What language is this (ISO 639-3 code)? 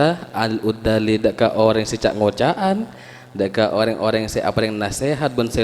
mad